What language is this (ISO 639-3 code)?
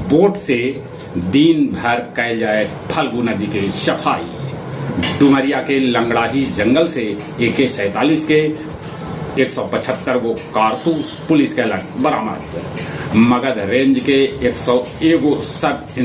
mag